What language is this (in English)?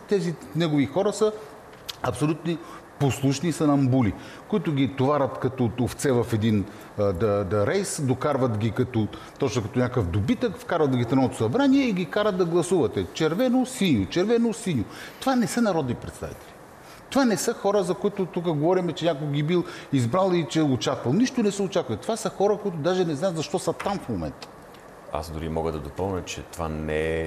Bulgarian